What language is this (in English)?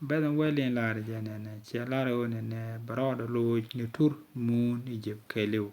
Nuer